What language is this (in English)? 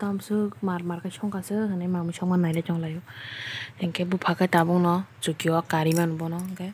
Kok Borok